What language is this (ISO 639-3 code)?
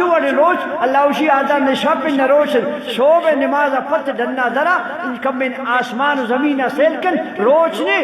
bal